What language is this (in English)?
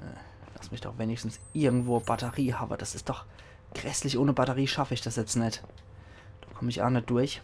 Palatine German